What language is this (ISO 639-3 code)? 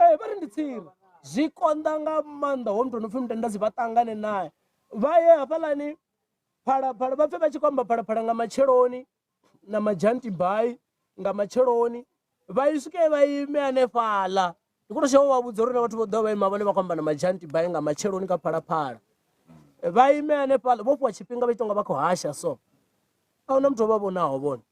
ven